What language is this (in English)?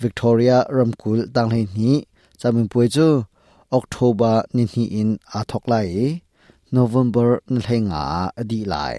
Hakha Chin